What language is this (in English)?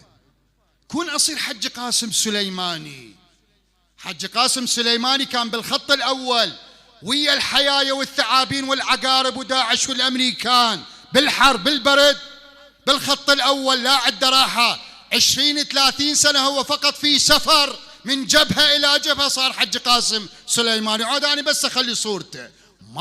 Mesopotamian Arabic